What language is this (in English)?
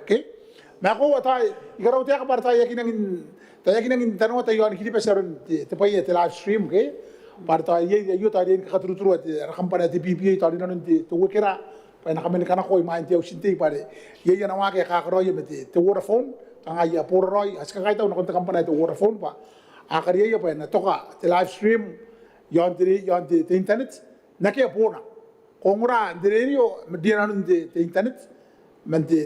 Gilbertese